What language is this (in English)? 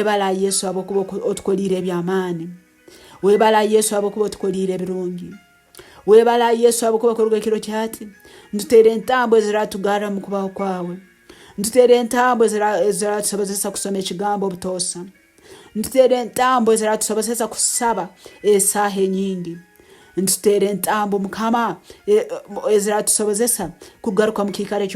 Nyankole